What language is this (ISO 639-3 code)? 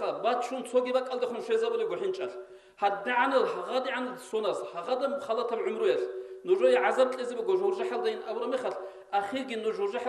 ava